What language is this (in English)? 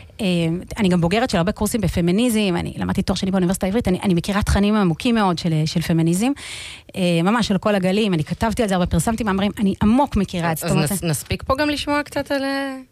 Hebrew